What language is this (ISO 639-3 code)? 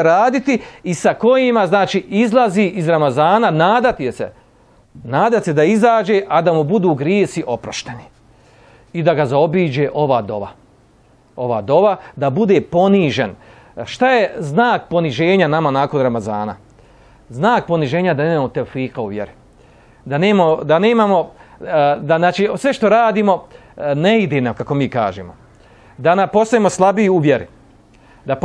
bos